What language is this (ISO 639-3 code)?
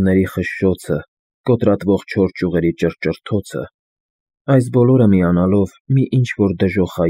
hye